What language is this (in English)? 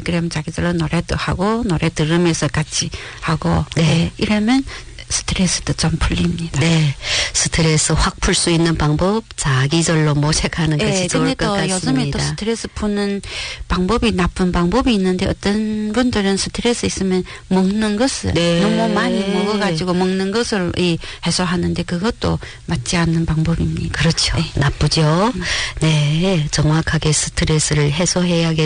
Korean